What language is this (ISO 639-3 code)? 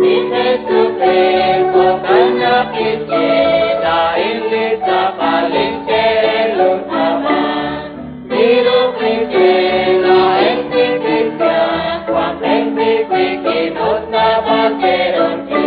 kek